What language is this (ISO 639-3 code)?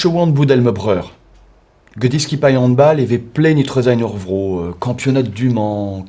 bre